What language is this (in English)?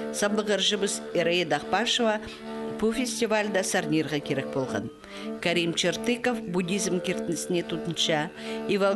Khakas